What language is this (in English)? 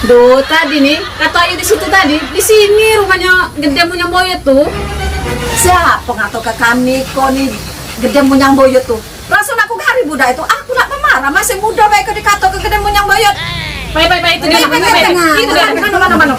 Musi